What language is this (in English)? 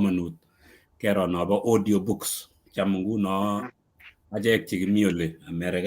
Kalenjin